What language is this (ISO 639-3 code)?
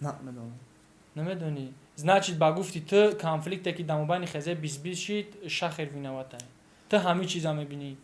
tgk